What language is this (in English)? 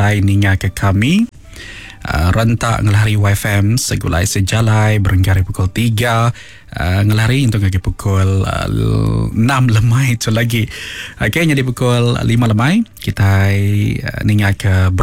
Iban